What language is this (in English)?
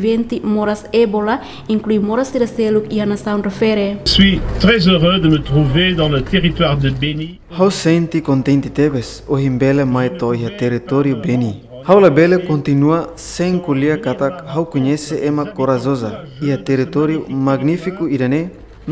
Tetum